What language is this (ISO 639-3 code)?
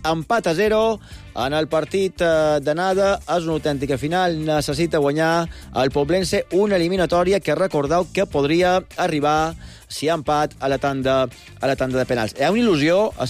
cat